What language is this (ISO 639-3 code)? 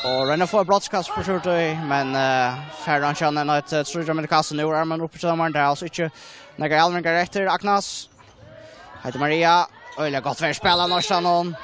fao